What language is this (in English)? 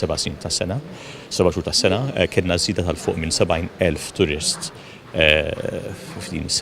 Maltese